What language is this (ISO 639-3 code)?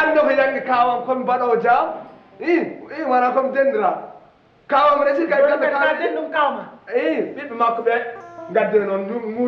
ful